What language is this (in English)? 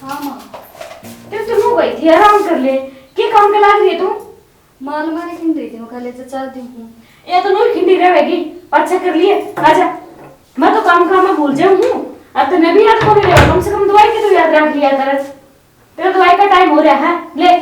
Haryanvi